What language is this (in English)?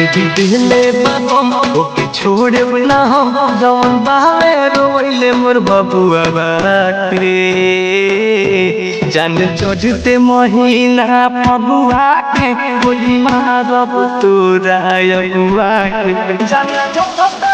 Bhojpuri